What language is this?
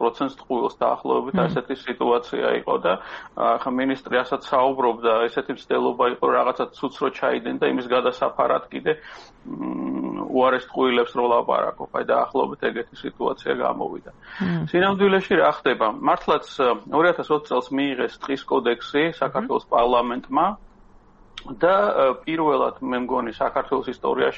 Georgian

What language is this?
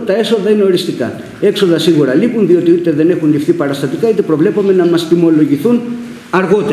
Greek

